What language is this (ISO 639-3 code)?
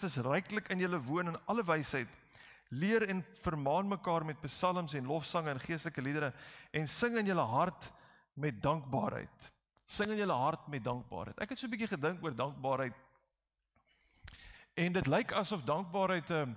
afr